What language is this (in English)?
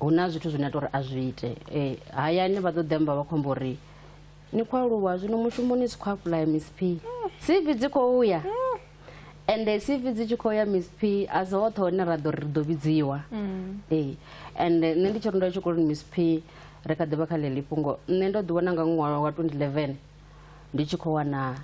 Venda